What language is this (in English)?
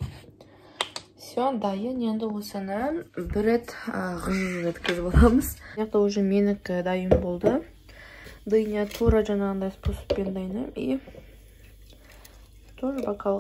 Kazakh